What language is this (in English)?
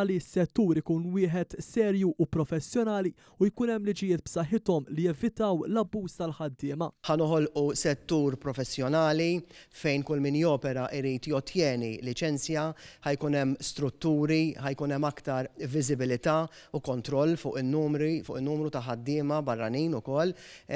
Maltese